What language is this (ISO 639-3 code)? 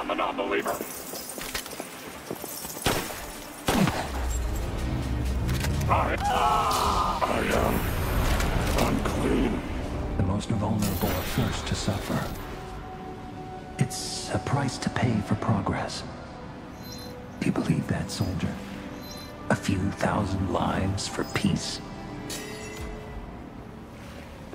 eng